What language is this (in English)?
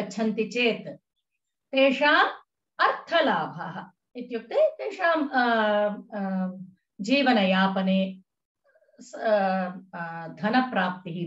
Sanskrit